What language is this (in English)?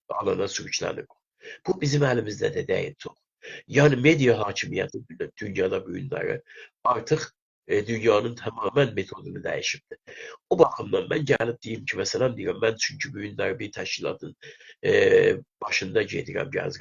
South Azerbaijani